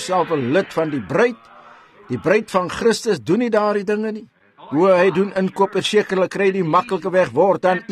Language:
Afrikaans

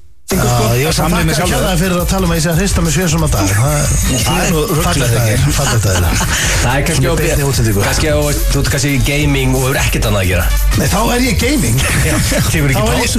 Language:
Icelandic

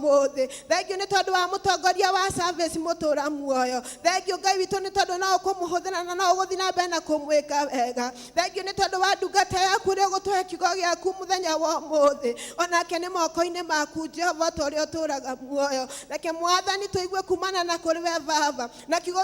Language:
Kikuyu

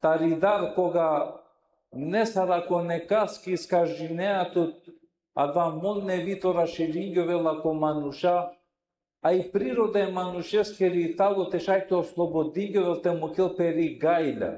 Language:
Balkan Romani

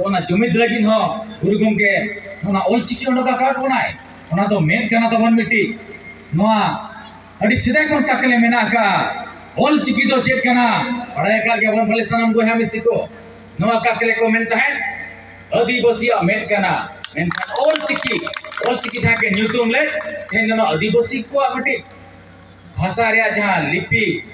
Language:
Santali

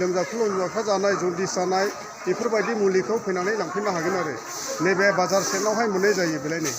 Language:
Bodo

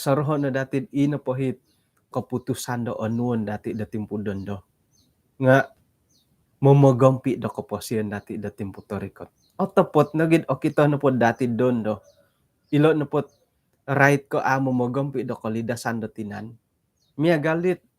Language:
Central Dusun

